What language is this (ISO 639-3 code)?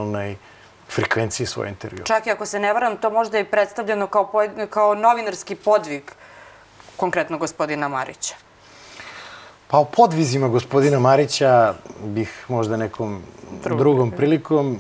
srp